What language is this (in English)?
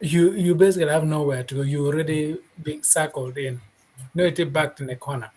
Acoli